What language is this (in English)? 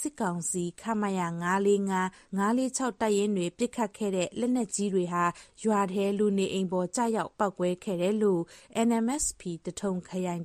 Burmese